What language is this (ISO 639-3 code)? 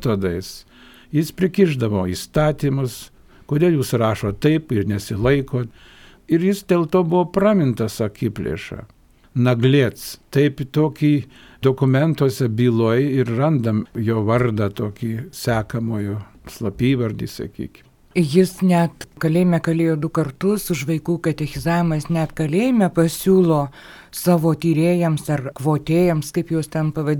lit